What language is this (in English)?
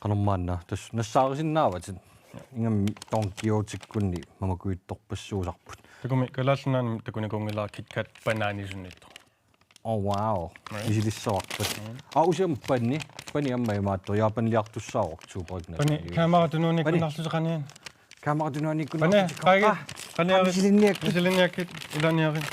Kalaallisut